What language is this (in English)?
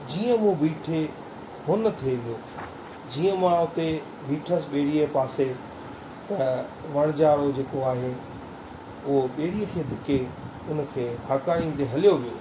Sindhi